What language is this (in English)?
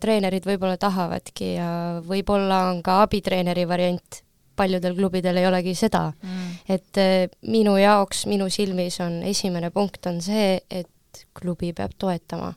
Estonian